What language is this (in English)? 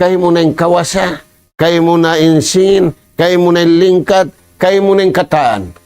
Tausug